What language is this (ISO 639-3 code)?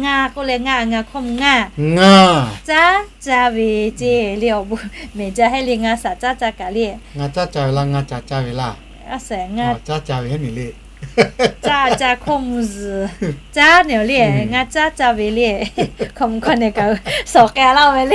lhu